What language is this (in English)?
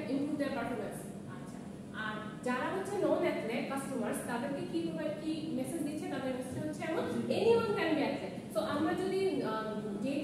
Bangla